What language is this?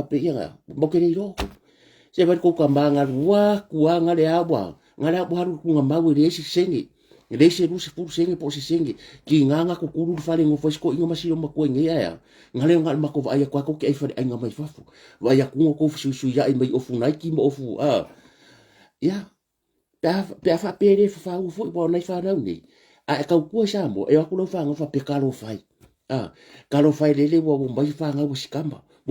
Samoan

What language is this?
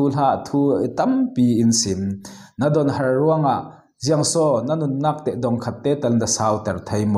Falam Chin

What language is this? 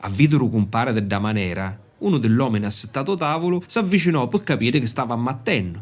Sicilian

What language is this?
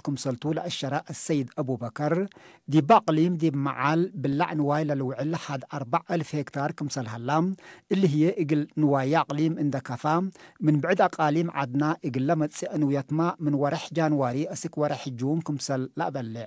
Tigre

